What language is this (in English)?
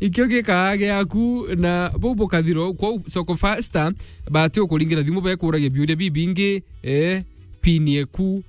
Meru